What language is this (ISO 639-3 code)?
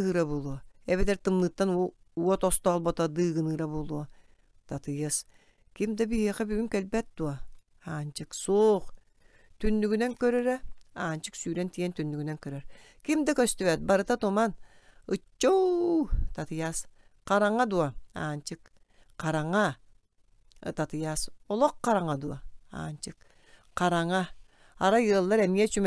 sah